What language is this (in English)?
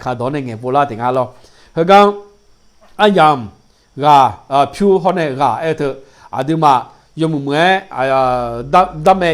Akha